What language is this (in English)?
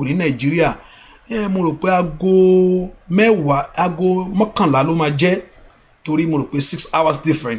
Yoruba